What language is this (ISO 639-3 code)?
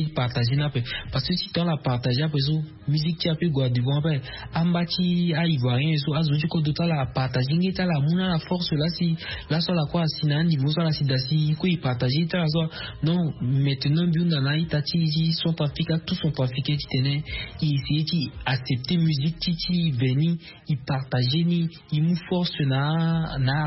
sag